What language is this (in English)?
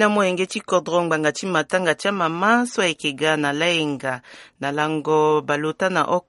Sango